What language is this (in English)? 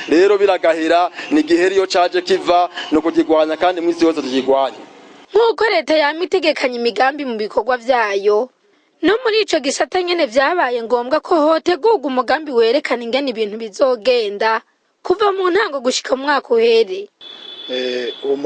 Rundi